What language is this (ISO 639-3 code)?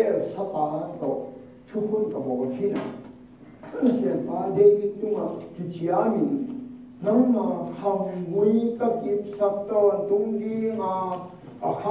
ctd